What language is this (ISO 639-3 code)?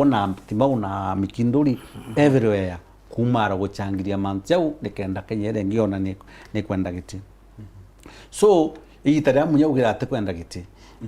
mer